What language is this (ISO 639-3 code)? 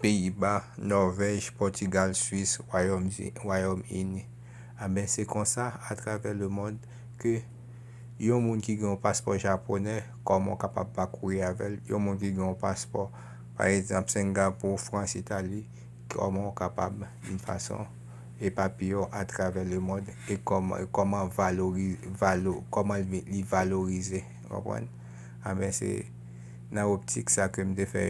hat